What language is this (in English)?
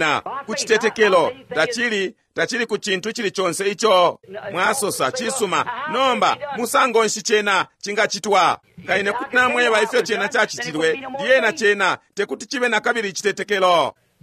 Bemba